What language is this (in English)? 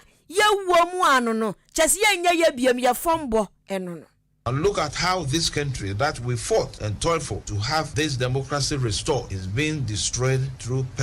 Akan